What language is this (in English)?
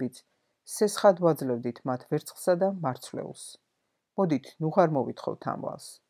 Georgian